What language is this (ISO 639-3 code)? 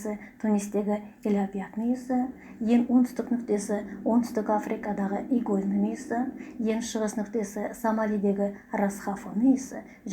kaz